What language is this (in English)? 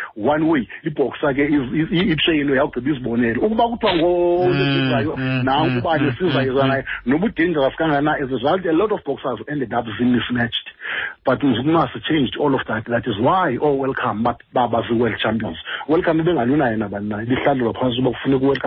Xhosa